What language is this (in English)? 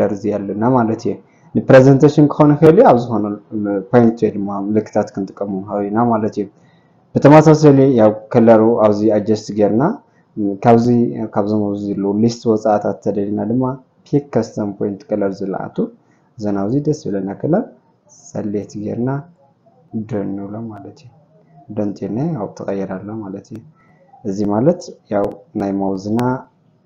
Tigrinya